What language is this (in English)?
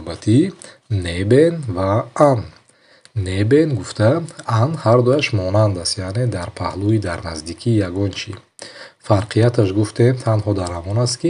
Tajik